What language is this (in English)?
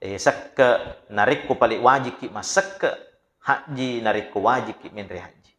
Buginese